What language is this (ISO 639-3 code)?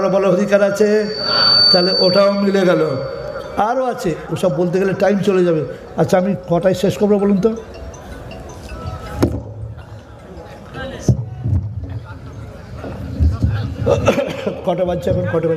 ben